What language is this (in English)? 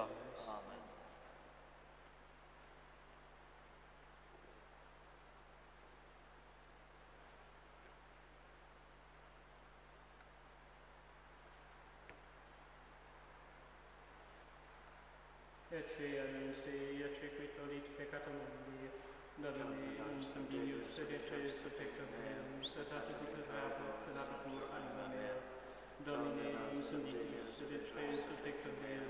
Latin